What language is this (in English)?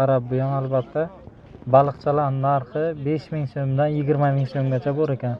Uzbek